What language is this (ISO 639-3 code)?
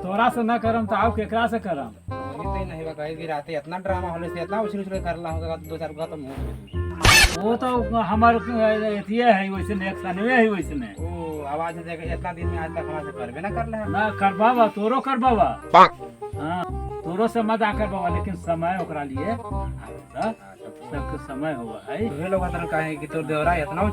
mag